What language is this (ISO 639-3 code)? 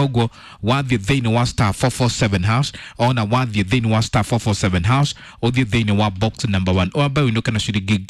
kik